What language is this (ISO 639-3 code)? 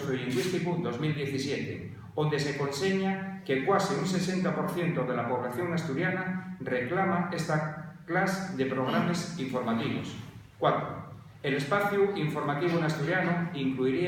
ast